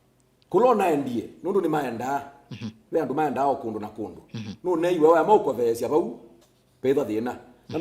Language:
Kamba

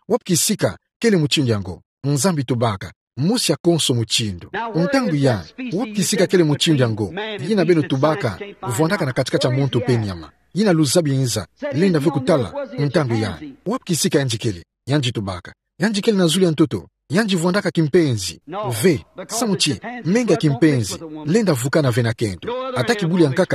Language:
Kituba (Democratic Republic of Congo)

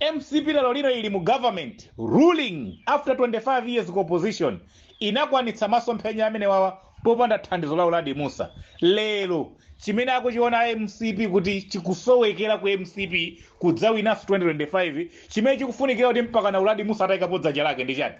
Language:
Nyanja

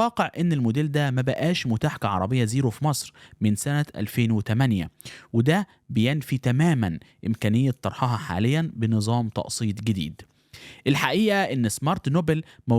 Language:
Egyptian Arabic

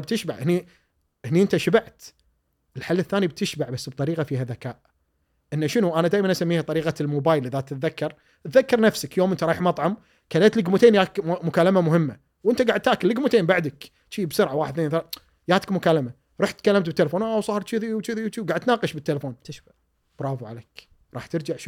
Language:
Gulf Arabic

